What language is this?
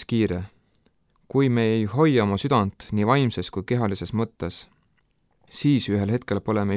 Estonian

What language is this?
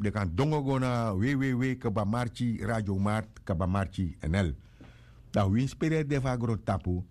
Sranan Tongo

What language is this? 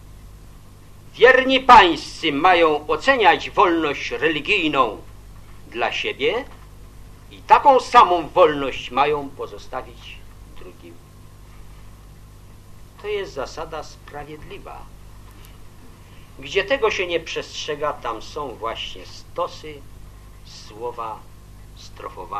Polish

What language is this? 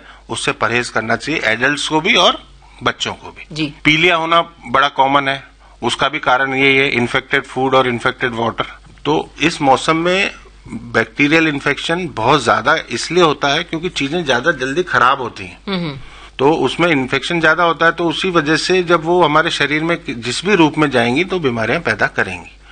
Hindi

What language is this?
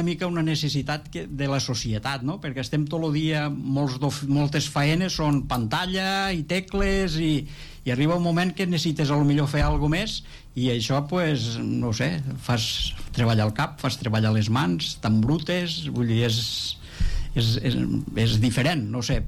Catalan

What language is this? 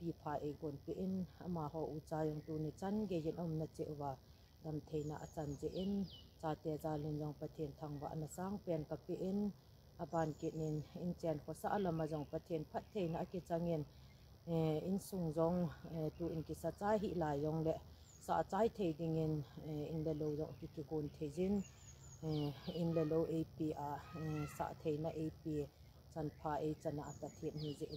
Thado Chin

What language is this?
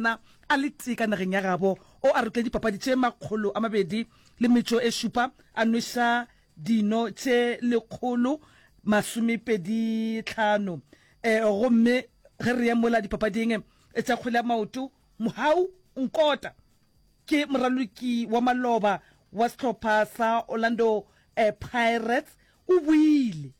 Northern Sotho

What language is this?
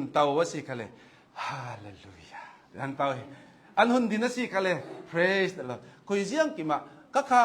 Hakha Chin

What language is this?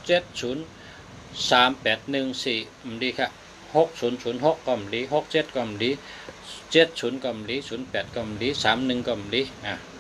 Shan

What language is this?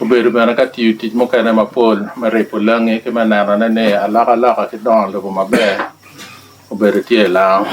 Lango (Uganda)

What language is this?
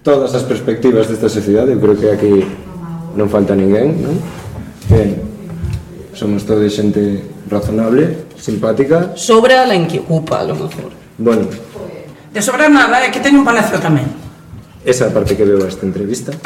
Galician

